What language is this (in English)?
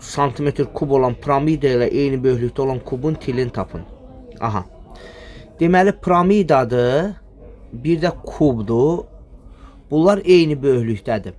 Azerbaijani